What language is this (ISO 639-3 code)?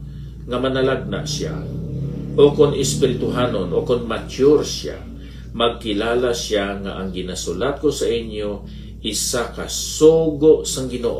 hil